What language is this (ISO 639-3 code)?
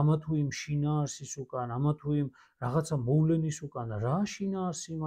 kat